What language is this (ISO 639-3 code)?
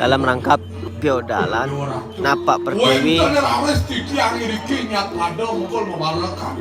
ban